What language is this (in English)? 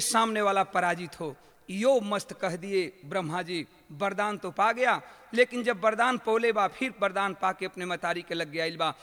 Bhojpuri